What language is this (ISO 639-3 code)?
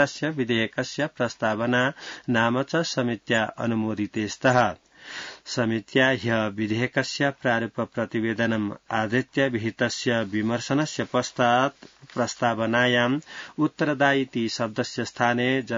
san